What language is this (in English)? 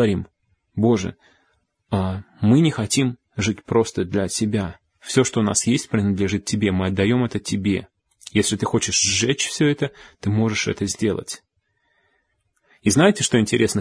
Russian